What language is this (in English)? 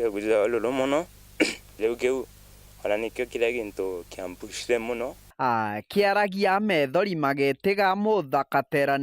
Meru